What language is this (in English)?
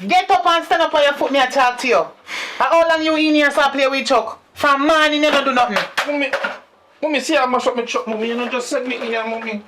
Jamaican Creole English